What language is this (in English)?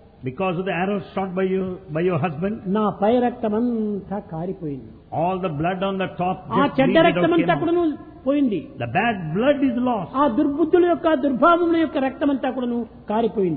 Telugu